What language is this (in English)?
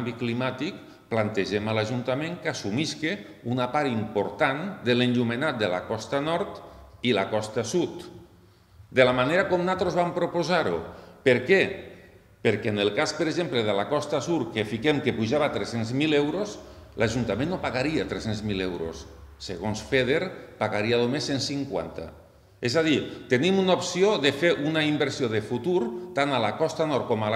Catalan